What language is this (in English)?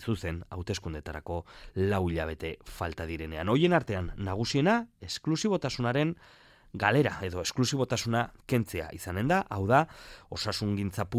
Basque